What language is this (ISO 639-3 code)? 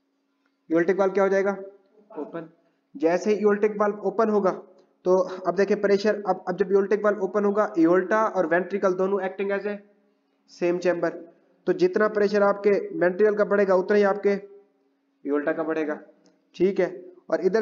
hin